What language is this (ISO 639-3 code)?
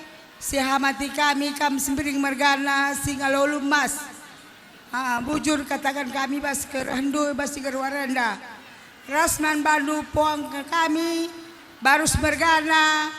btx